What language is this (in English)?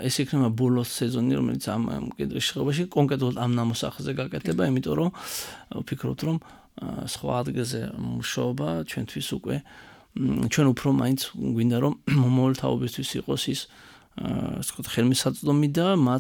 Georgian